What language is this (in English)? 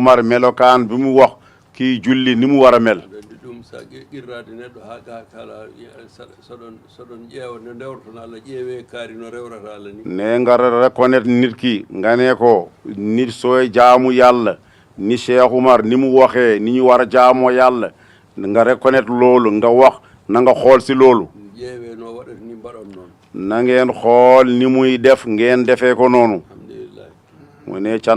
Wolof